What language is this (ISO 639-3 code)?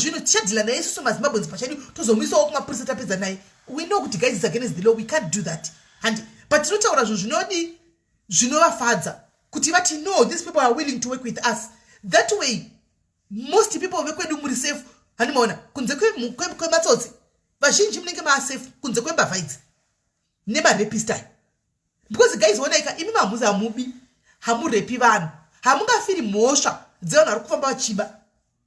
sna